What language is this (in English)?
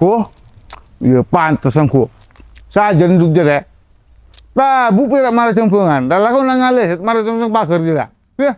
Madurese